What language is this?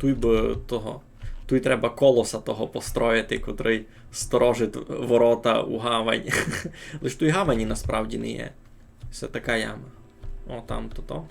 Rusyn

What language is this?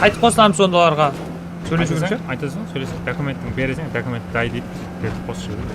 Kara-Kalpak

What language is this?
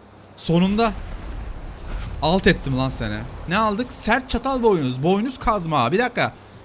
Turkish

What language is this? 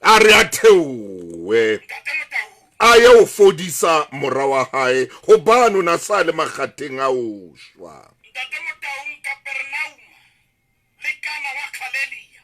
Southern Sotho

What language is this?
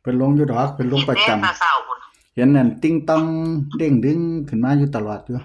Northeastern Thai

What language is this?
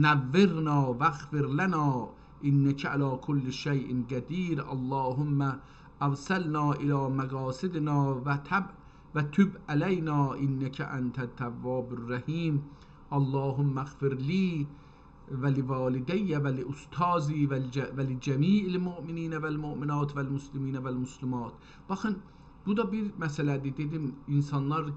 South Azerbaijani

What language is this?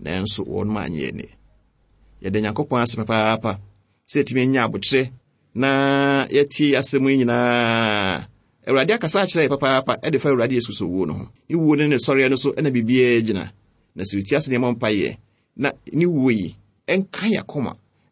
Akan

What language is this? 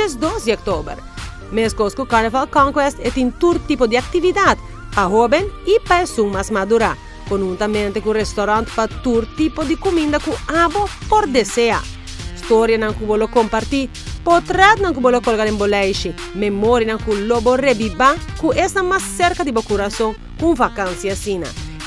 Papiamento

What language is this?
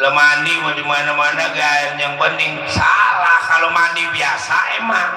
Betawi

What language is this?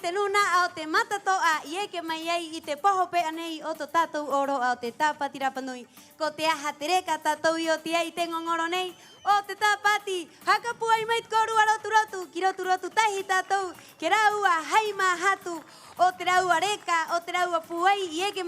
Rapanui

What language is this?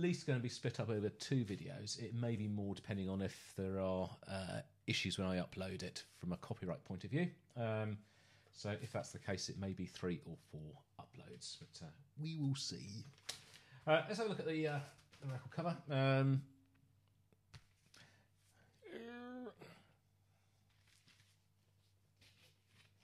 English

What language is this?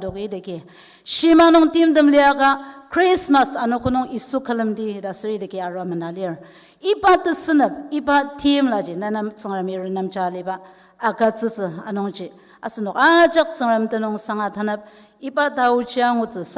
Ao Naga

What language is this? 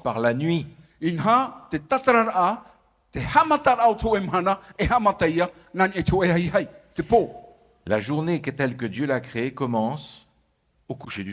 Tahitian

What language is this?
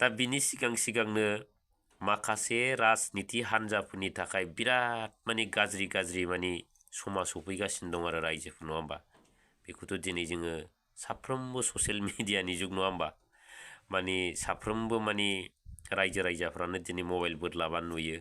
Bodo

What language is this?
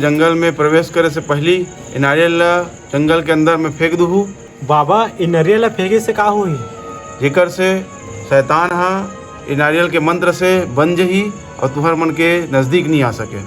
Chhattisgarhi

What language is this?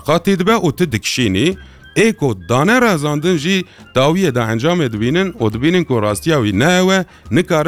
Kurdish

